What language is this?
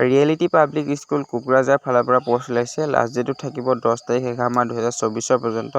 Assamese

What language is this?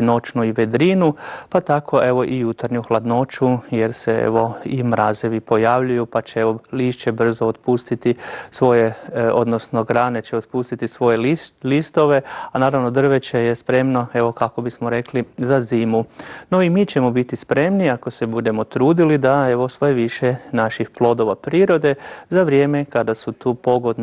Croatian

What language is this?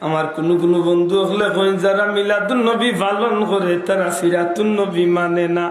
Sylheti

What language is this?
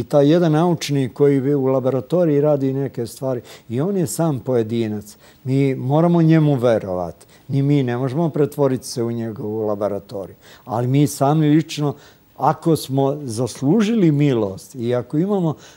Serbian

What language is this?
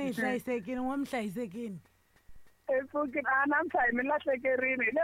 Tsonga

